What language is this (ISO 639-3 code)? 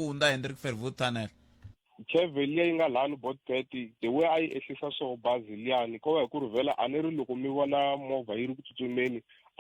tso